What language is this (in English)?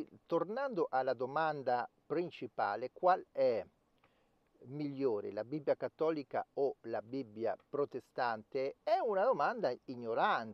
Italian